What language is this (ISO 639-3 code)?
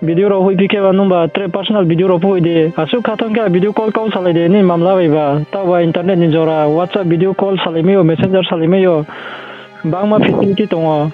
ria